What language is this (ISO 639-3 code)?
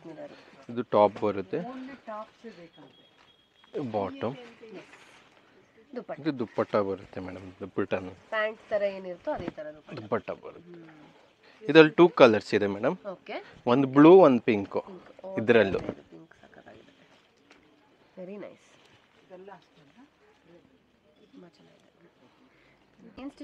kan